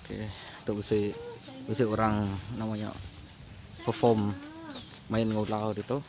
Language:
Iban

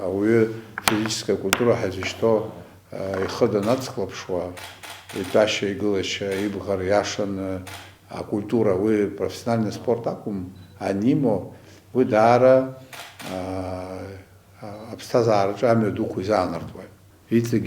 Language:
Abkhazian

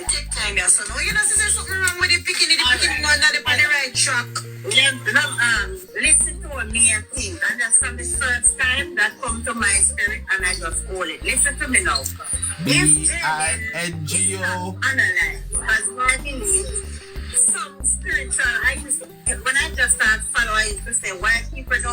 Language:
Jamaican Creole English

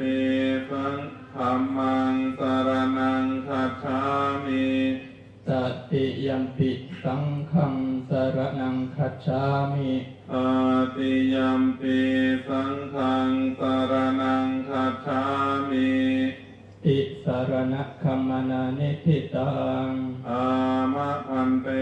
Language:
Pali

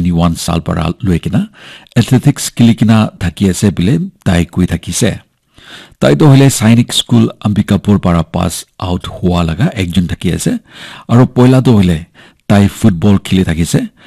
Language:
Naga Pidgin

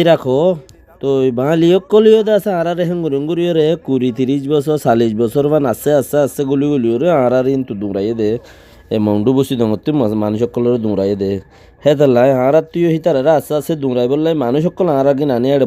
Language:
Rohingya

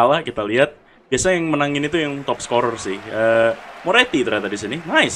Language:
Indonesian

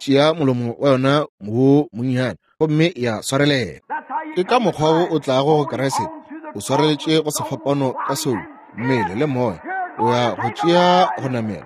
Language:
Northern Sotho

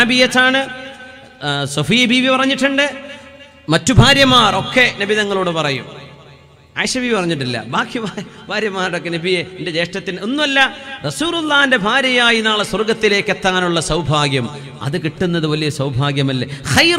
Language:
Malayalam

